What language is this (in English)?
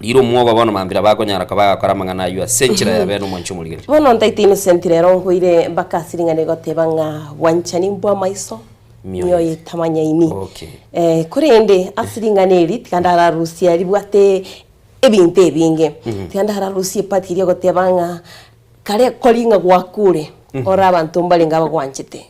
Gusii